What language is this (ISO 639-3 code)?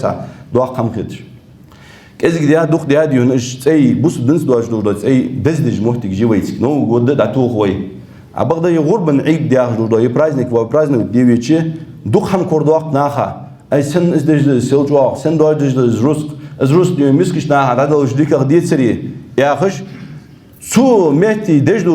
inh